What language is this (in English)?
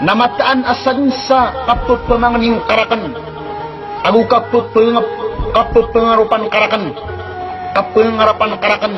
Maranao